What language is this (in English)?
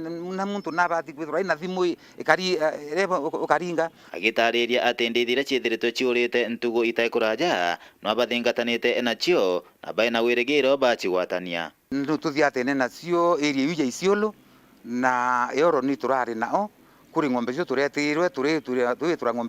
Meru